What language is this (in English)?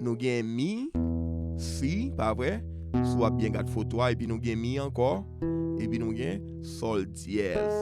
Haitian Creole